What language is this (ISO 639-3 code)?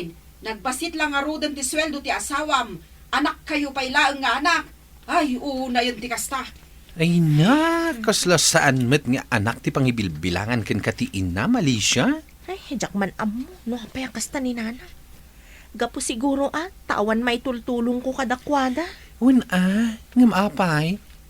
ilo